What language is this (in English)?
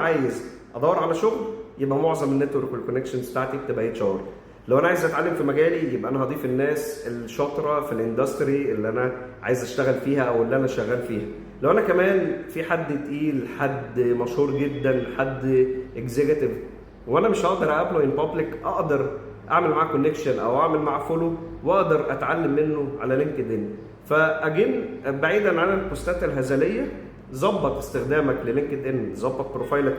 Egyptian Arabic